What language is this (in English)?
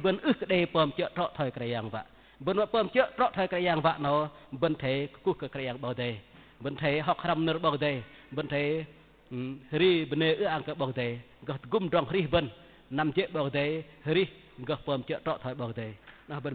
Bahnar